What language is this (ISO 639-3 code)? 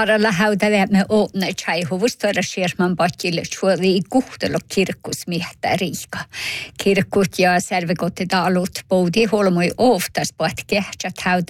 sme